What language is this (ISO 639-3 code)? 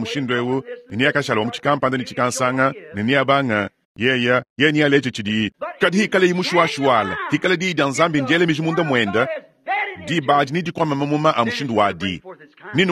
lua